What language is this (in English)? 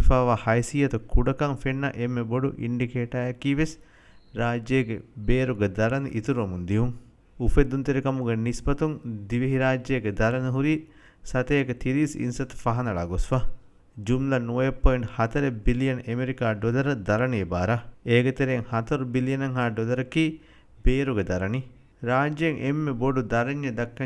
Divehi